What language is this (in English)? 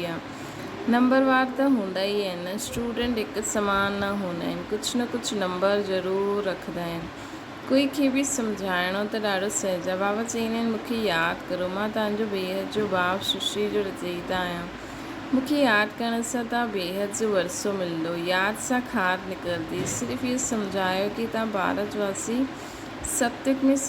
Sindhi